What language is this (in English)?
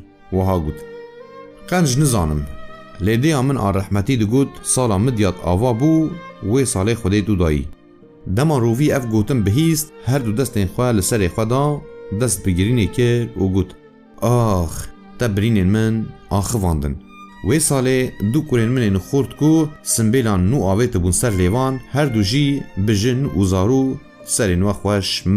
Kurdish